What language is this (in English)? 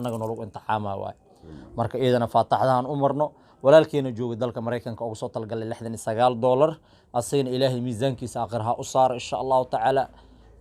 Somali